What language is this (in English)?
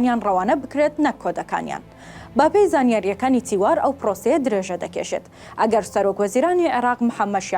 Central Kurdish